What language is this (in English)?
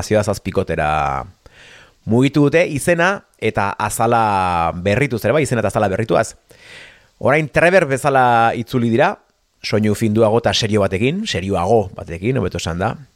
Basque